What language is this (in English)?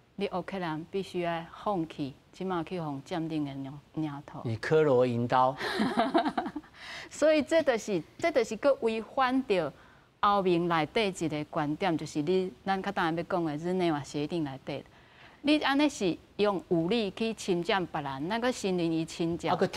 Min Nan Chinese